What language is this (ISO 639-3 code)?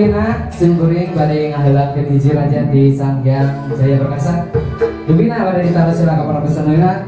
sun